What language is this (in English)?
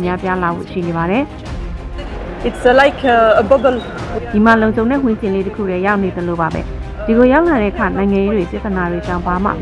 Burmese